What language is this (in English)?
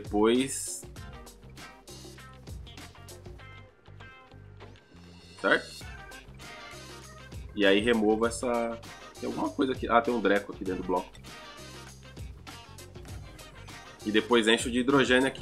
Portuguese